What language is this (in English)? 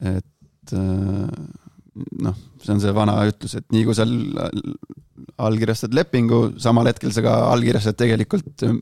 Estonian